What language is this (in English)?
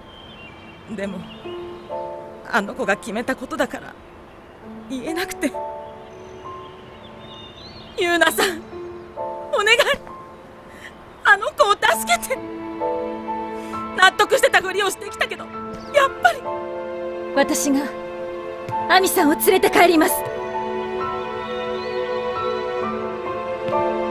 Japanese